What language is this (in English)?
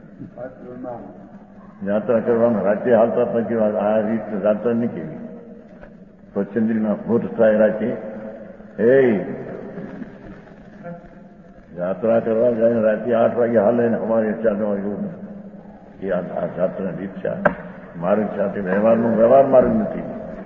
Gujarati